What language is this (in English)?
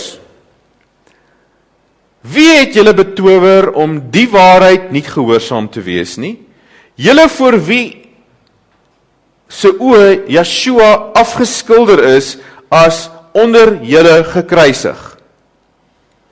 Afrikaans